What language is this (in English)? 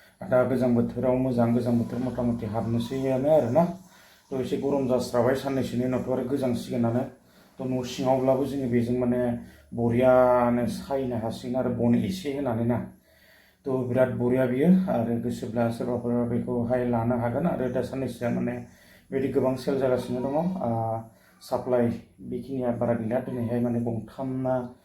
Bodo